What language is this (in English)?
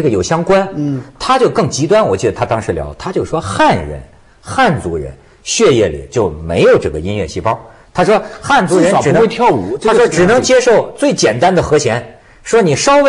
Chinese